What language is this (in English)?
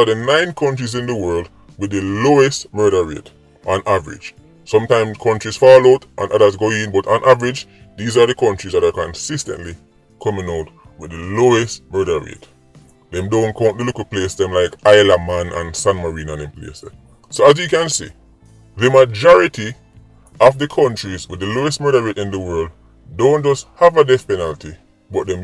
Jamaican Creole English